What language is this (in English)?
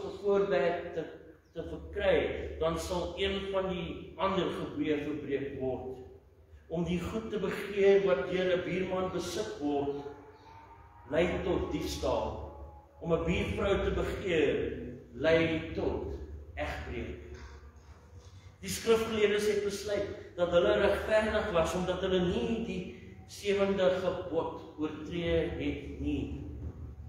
Afrikaans